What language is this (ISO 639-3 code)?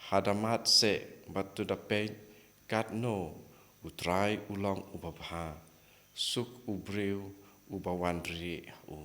kha